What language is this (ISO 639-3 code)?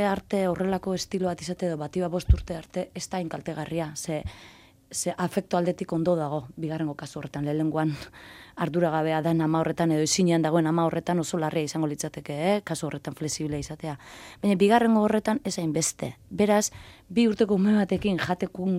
eus